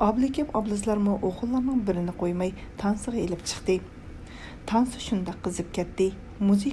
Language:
Uyghur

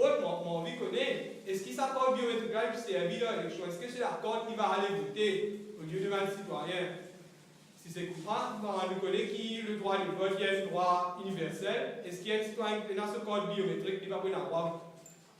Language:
Morisyen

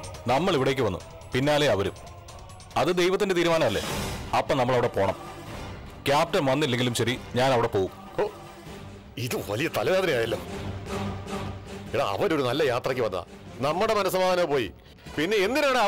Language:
Malayalam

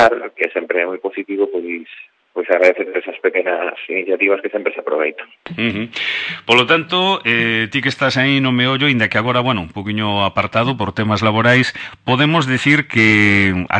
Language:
Galician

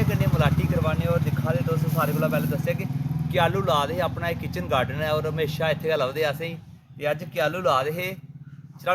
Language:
Dogri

